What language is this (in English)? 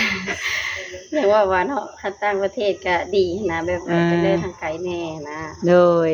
Lao